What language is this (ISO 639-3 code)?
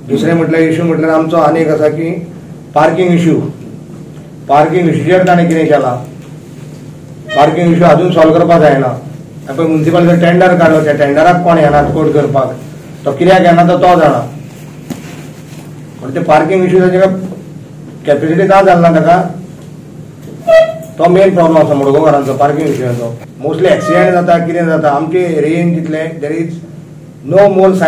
kok